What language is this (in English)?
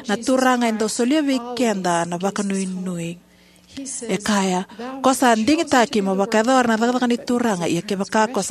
Fijian